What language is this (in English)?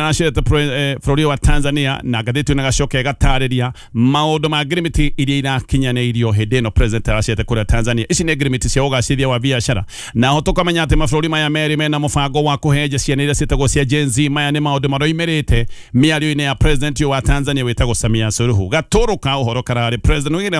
Kikuyu